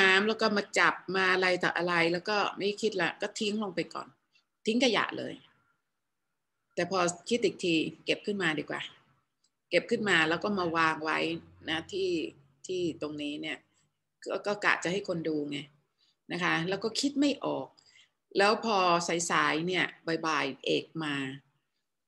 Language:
Thai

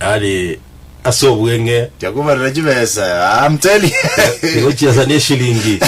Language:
Gusii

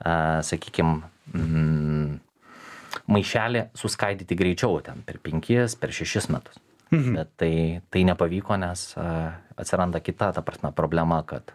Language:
Lithuanian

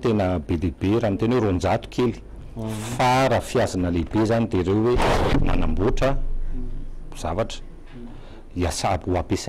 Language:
Malagasy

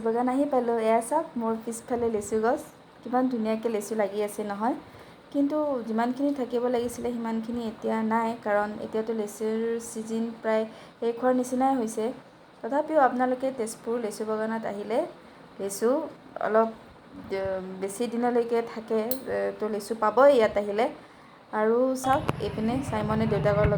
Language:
Assamese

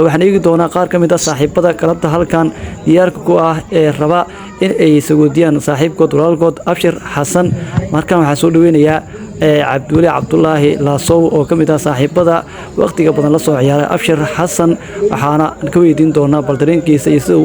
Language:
Somali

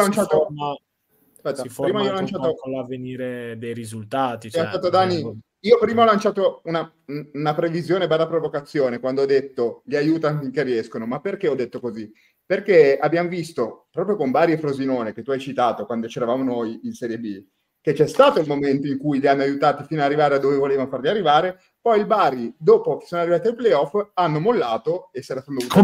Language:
Italian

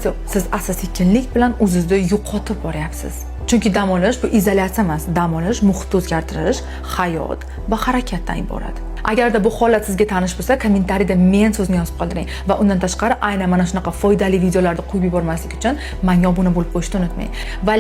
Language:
Uzbek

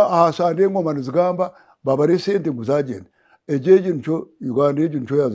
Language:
Nyankole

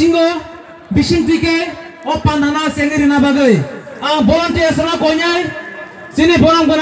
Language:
Kok Borok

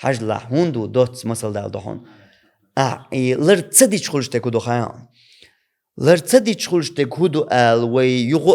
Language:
Chechen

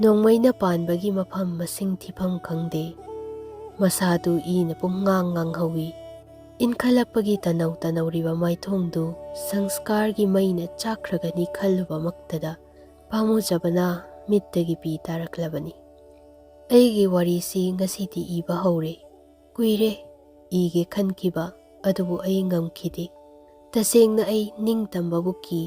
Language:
Manipuri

